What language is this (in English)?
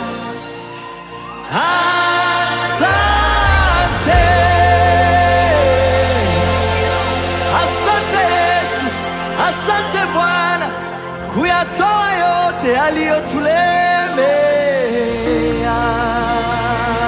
Swahili